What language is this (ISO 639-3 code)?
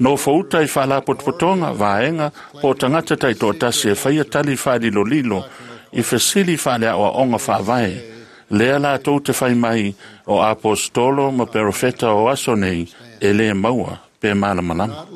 smo